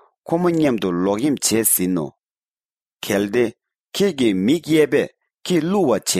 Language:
Tibetan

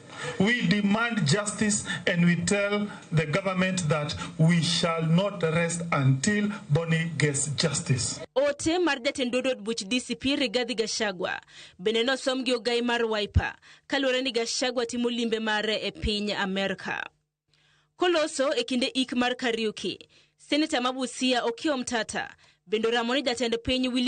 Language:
Luo (Kenya and Tanzania)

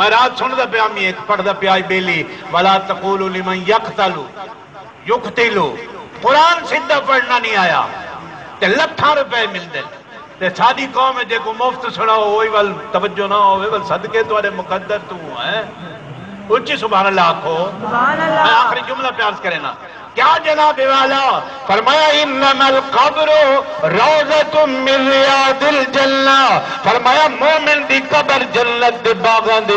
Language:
Saraiki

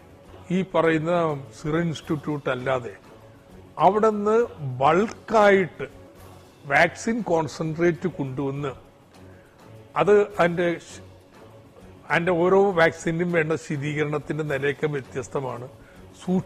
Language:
Malayalam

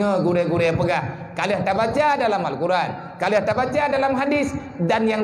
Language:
Achinese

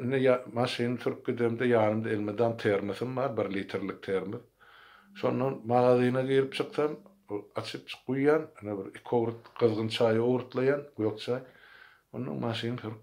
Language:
Turkmen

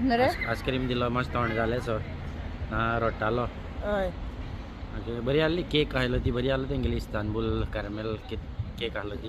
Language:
Konkani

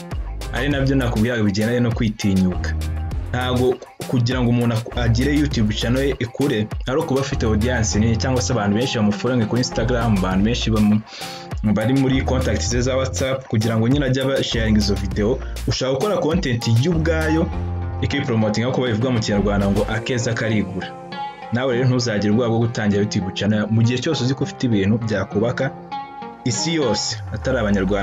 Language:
Kinyarwanda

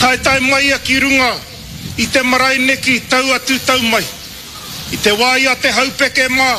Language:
Māori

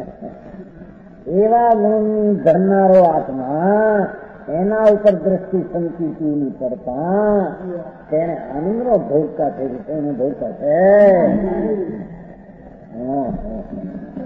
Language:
Gujarati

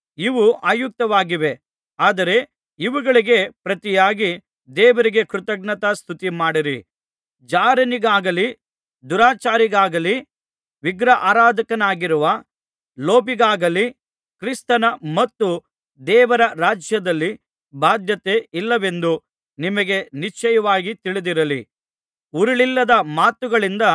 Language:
Kannada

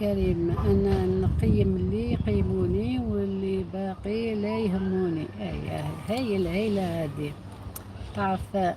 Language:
Algerian Arabic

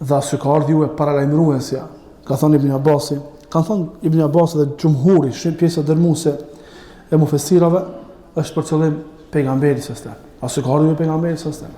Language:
Albanian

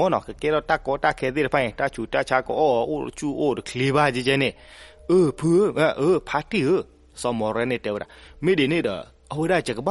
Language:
S'gaw Karen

